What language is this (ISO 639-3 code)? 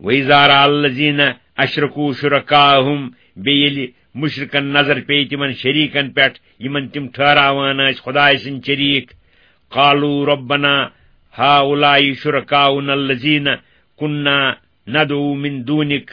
kas